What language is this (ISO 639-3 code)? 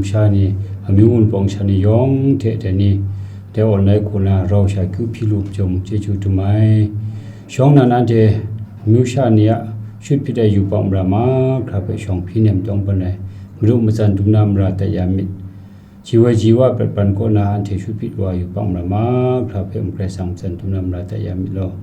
kac